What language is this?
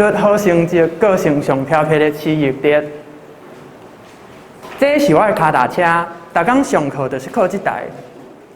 Min Nan Chinese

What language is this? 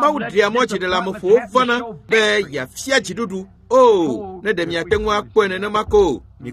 Ewe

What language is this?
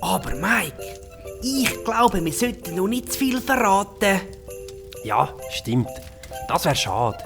Swiss German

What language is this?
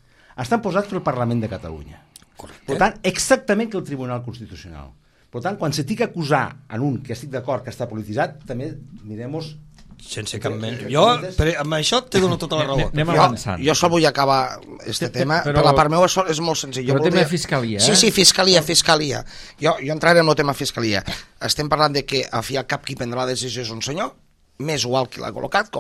Catalan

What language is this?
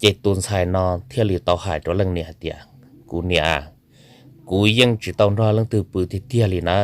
Hmong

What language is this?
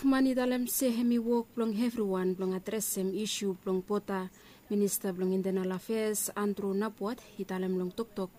Bislama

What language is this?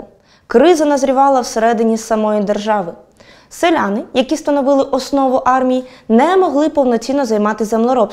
Ukrainian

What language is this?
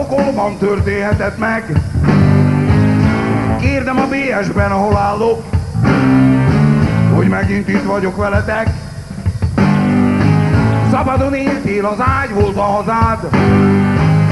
Hungarian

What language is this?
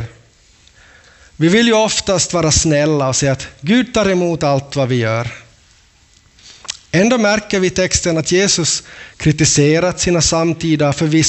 Swedish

